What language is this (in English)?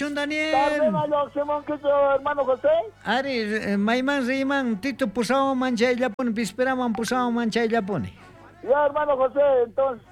South Bolivian Quechua